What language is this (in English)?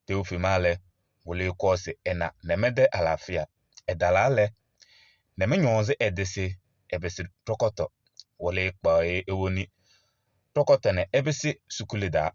Kabiyè